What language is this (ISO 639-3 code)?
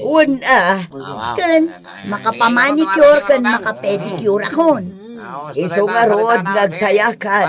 ilo